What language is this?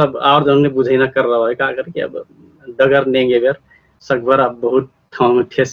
Dangaura Tharu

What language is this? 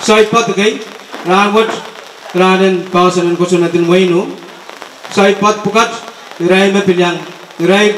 Pohnpeian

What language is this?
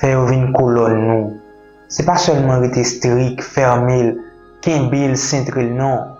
Haitian Creole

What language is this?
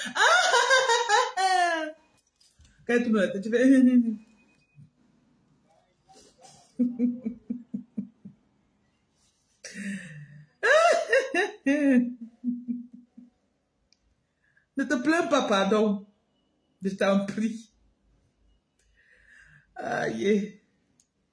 French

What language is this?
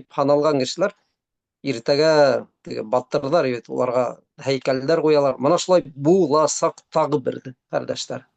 Bashkir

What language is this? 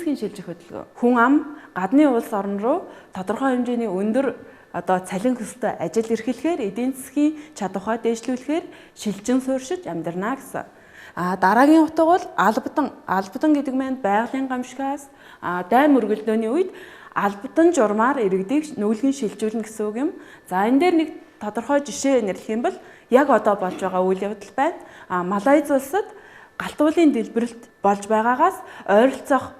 Mongolian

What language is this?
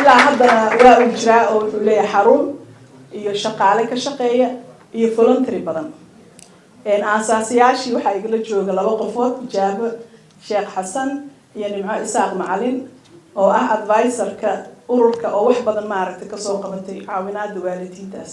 Somali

